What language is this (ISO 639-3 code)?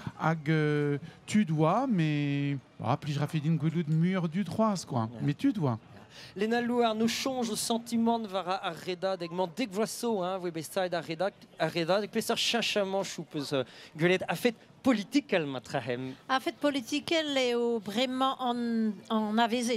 bre